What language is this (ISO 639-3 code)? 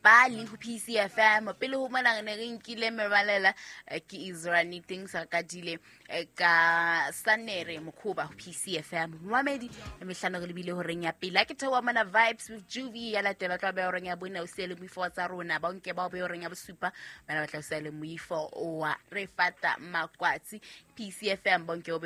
sot